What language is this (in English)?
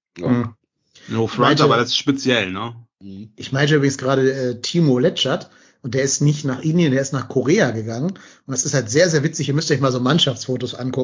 German